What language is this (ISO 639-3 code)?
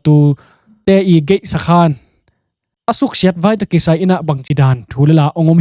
ctd